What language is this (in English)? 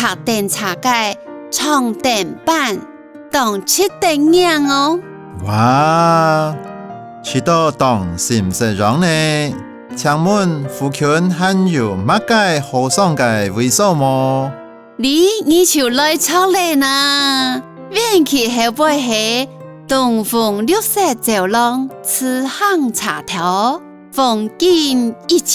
Hakka Chinese